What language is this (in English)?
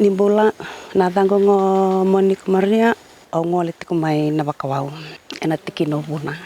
Fijian